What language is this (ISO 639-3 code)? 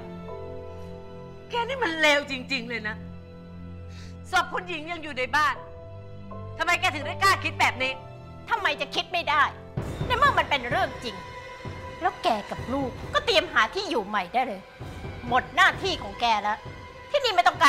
tha